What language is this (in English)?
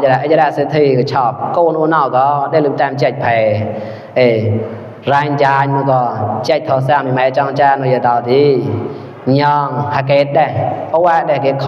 Mon